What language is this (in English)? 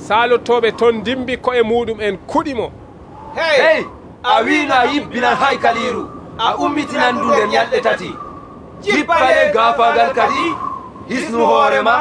Nigerian Fulfulde